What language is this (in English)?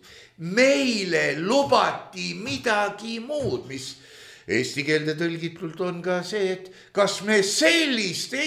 Estonian